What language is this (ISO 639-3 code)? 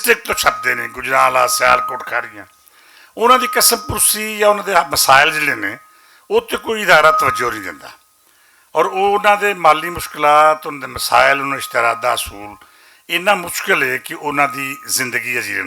lah